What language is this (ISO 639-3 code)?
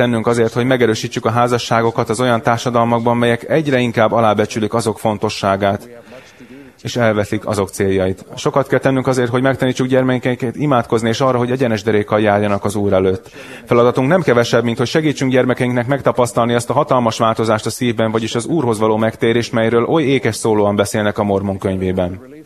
hun